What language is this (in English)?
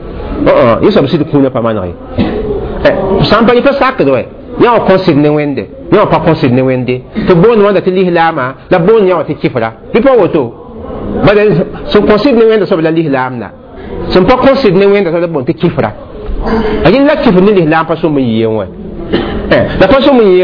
Mossi